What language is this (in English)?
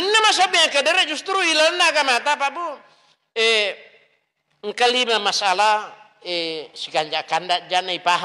Buginese